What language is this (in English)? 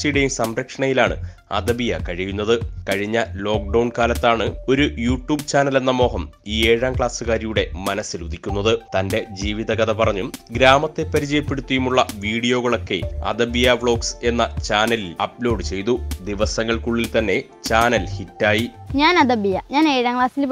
Malayalam